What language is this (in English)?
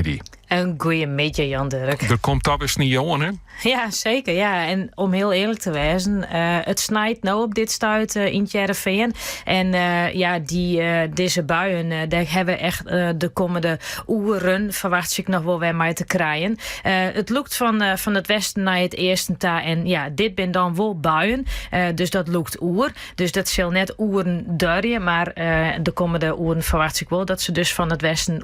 Western Frisian